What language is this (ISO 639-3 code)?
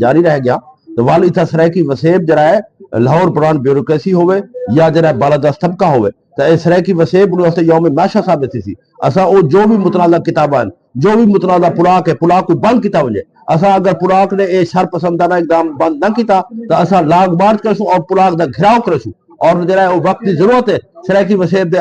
skr